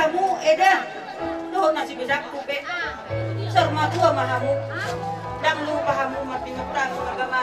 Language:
Batak Toba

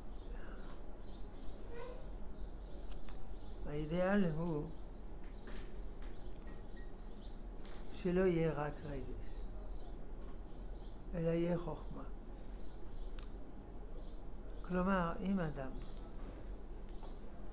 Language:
Hebrew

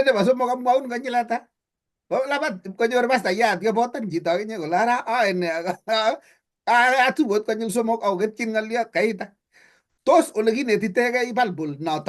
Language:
Kalenjin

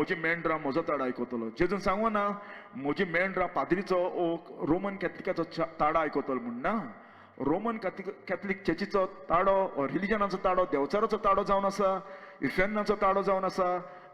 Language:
Konkani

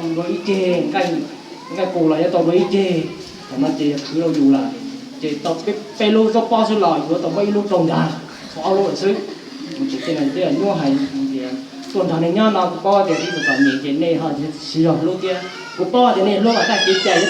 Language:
Hmong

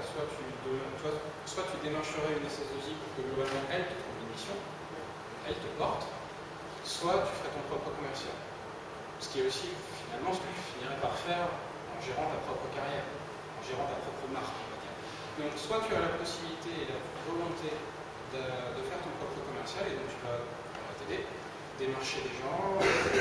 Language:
French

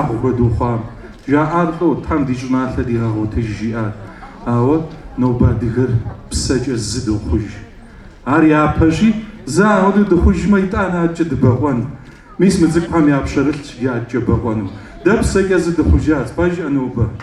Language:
Kabardian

